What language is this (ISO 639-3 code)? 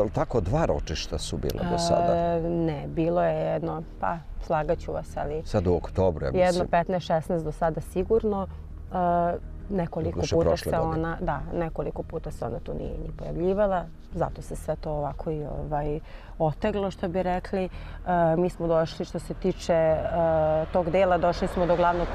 srp